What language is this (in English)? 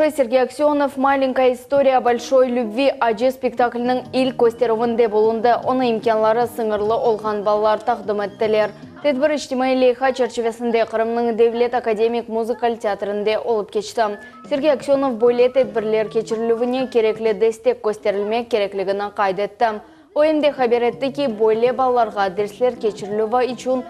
Crimean Tatar